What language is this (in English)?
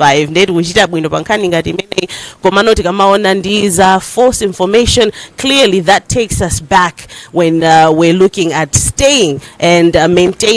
Nyanja